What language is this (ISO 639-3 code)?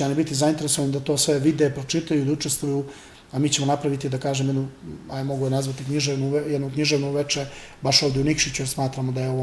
bos